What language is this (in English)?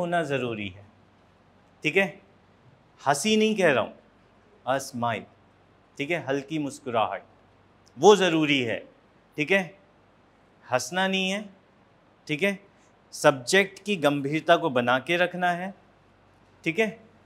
Hindi